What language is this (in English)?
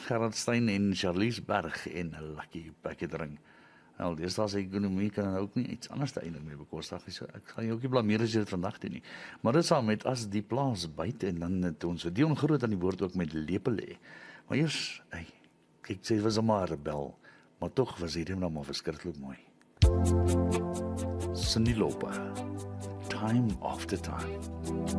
Afrikaans